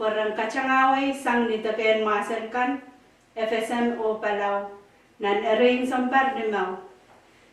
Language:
Pohnpeian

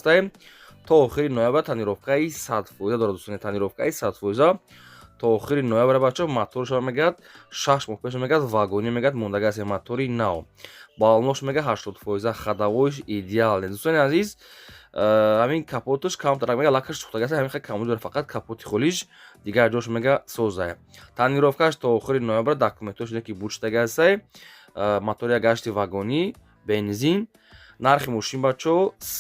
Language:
Tajik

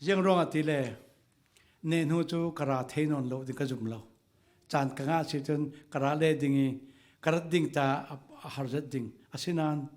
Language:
Falam Chin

